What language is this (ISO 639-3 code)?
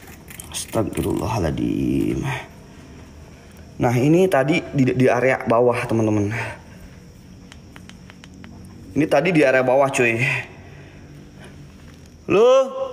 ind